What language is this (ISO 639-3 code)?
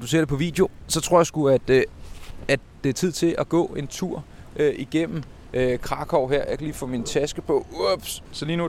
dan